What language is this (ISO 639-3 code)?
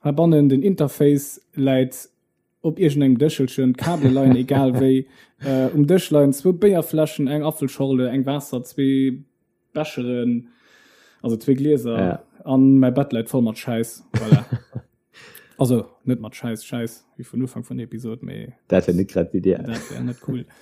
ltz